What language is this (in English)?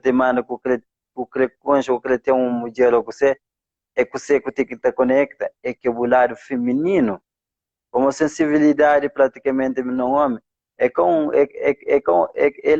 Kabuverdianu